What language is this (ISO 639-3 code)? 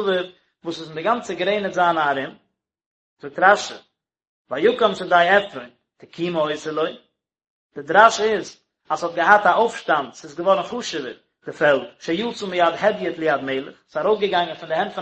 yid